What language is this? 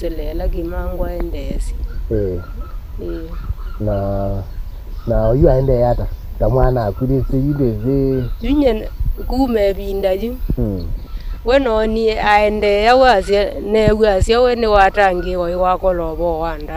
Kamba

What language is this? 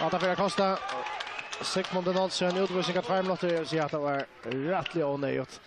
Faroese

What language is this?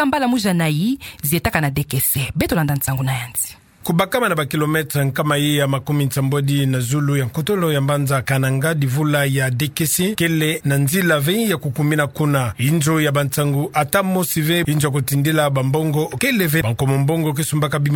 Kituba (Democratic Republic of Congo)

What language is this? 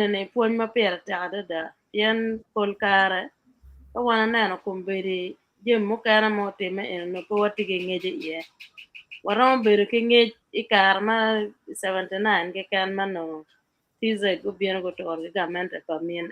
Acoli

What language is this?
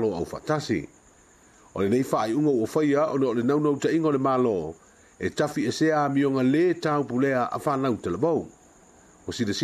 Samoan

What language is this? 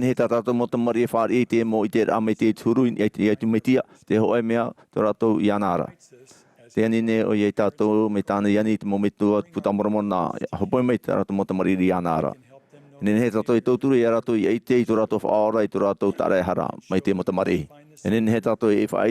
Tahitian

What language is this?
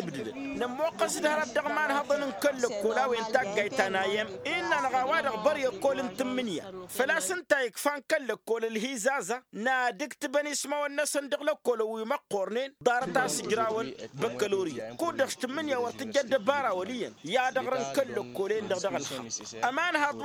Tamasheq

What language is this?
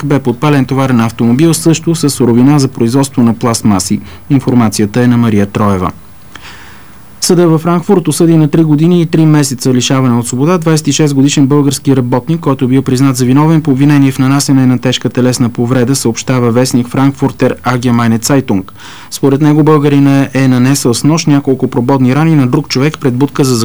Bulgarian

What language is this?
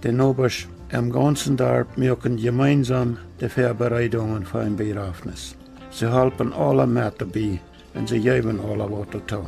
Plautdietsch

